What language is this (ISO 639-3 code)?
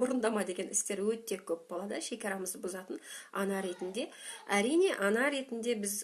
kaz